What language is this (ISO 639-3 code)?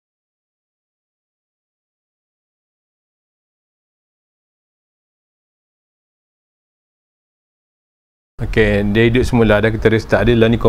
msa